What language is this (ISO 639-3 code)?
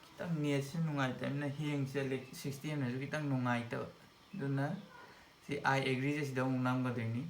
mni